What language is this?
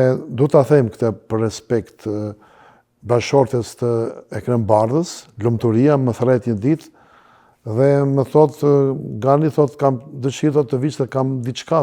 Albanian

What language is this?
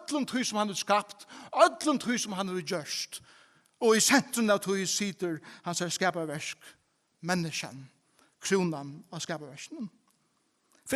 Faroese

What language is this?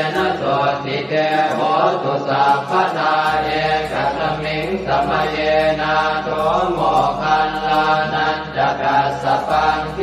Pali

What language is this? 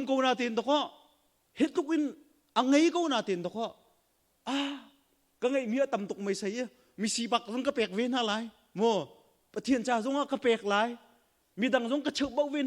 Hakha Chin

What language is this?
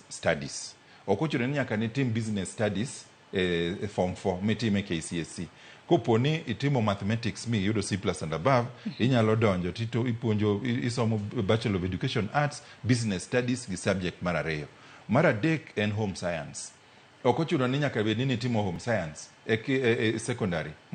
Luo (Kenya and Tanzania)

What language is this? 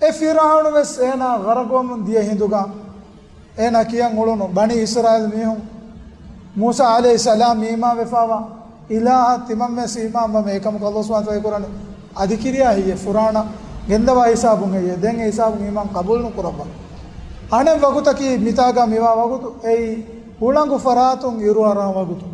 Divehi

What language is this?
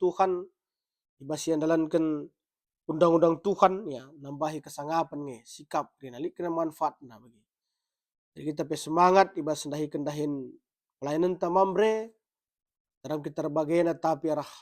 Batak Karo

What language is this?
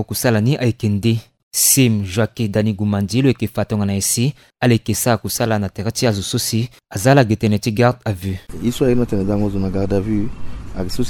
Sango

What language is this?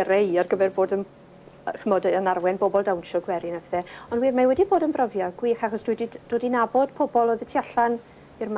Welsh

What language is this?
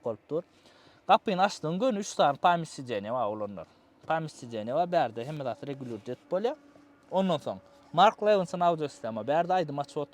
Turkmen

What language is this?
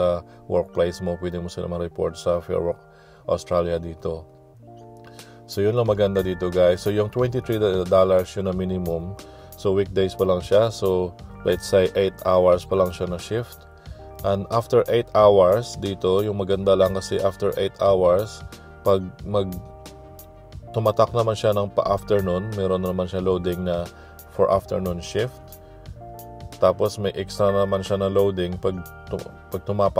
Filipino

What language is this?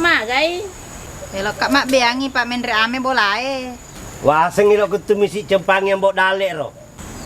Buginese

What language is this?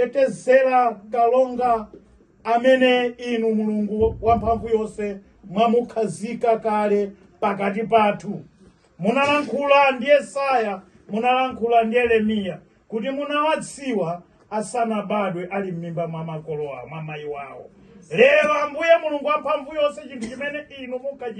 Nyanja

